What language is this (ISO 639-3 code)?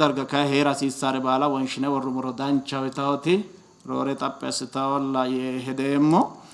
sid